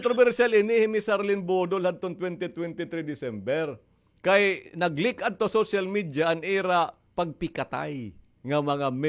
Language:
Waray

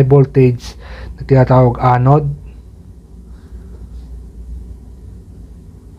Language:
Filipino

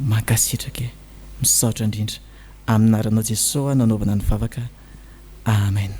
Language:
Malagasy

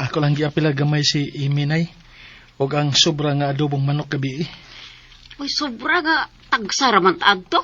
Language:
Cebuano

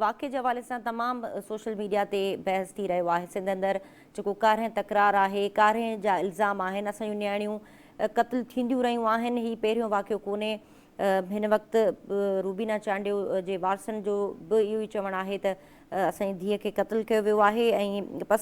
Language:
Sindhi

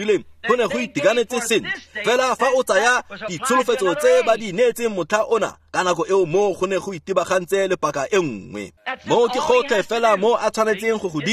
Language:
Tswana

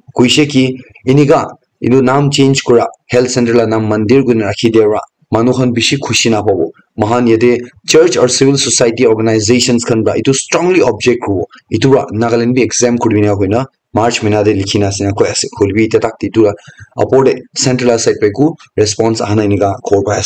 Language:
Naga Pidgin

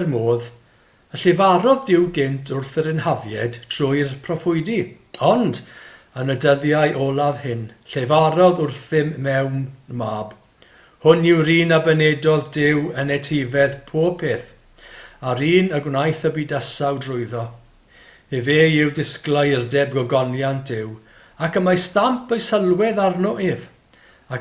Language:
Welsh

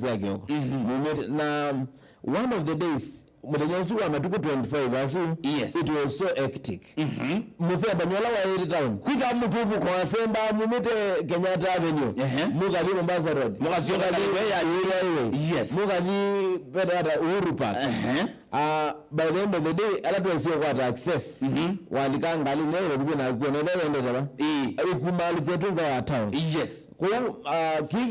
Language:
Kamba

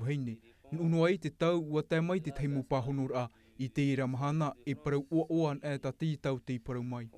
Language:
Tahitian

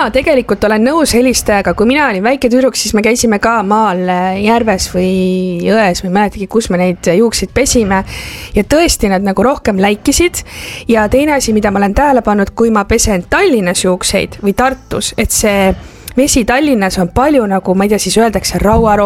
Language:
Estonian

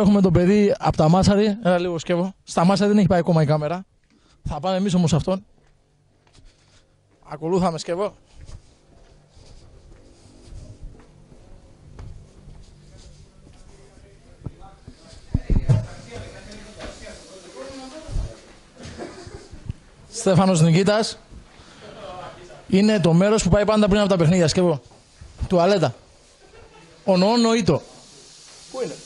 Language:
Greek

